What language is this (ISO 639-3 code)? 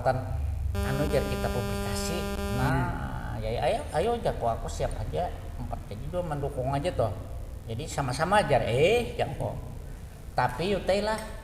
bjn